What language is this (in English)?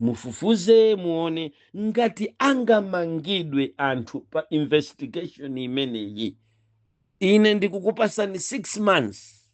Nyanja